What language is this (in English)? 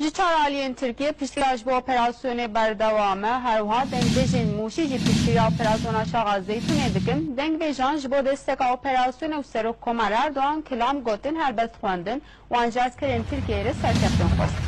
Kurdish